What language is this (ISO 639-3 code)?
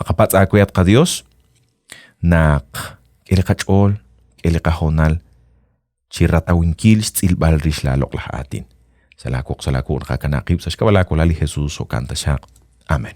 kek